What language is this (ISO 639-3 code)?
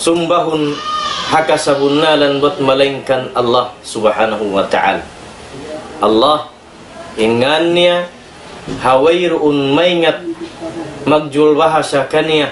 tsg